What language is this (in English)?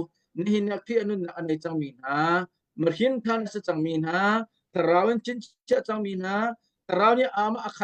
Hakha Chin